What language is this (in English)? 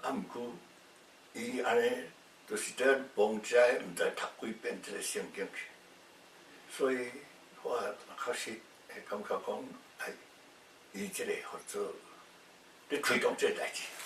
Min Nan Chinese